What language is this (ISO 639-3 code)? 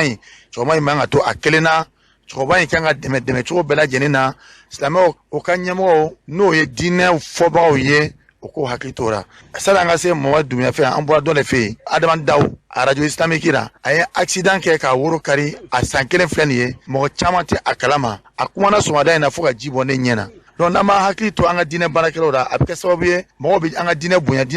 bam